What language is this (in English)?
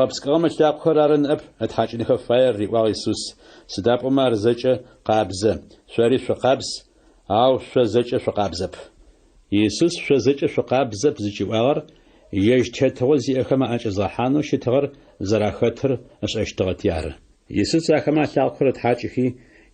Adyghe